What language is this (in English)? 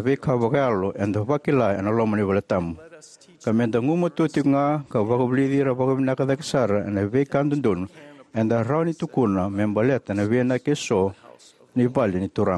Fijian